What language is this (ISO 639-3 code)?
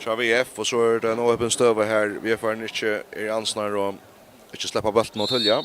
fao